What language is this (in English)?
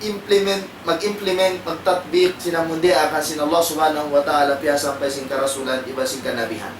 Tausug